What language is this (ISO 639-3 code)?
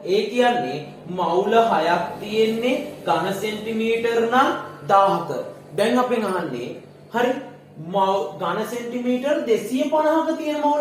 sin